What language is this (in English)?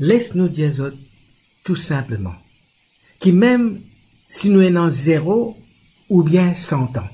Morisyen